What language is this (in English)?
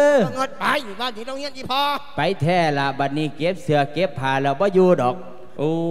Lao